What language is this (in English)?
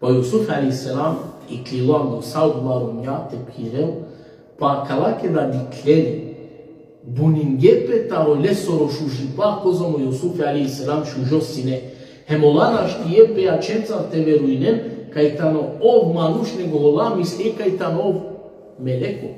Balkan Romani